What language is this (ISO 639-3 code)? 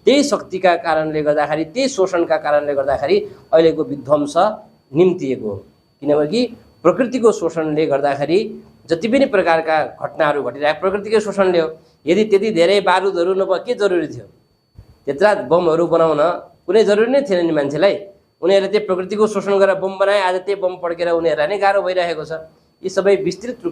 nep